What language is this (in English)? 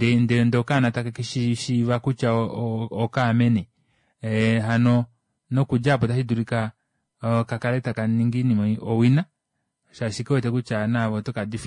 Kuanyama